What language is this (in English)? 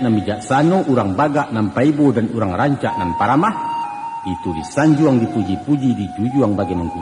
Minangkabau